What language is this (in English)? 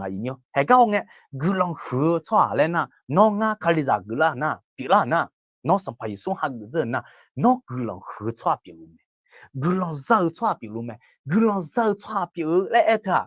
Akha